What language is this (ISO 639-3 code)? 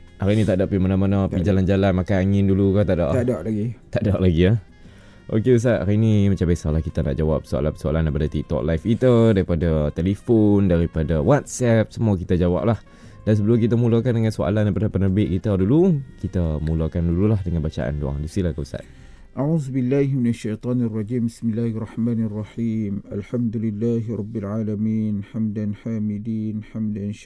msa